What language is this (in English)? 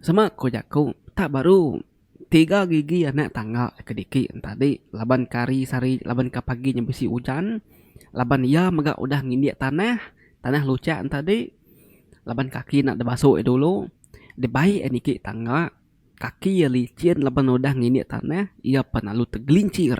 Iban